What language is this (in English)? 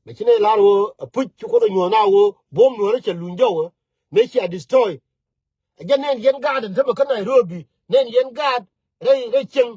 Nuer